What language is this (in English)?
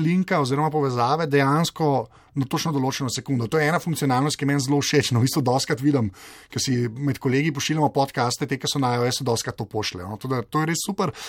Slovenian